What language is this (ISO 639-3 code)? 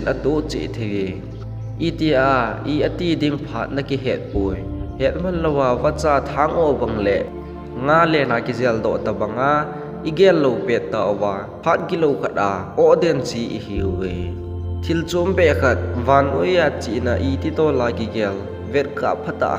tcz